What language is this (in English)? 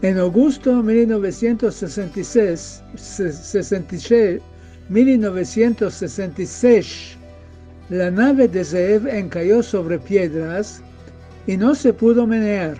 Ladino